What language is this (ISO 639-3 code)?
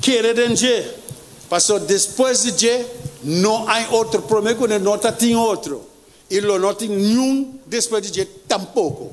pap